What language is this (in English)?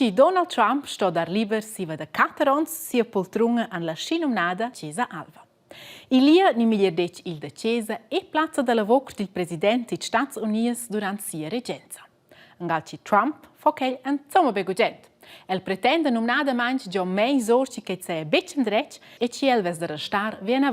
Romansh